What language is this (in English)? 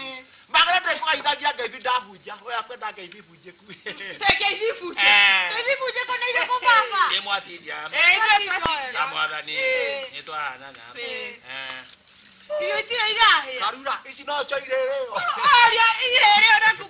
Kikuyu